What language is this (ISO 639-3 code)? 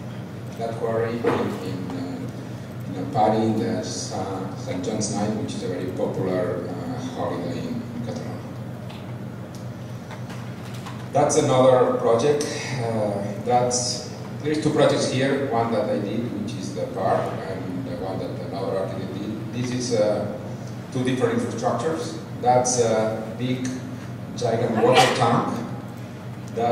eng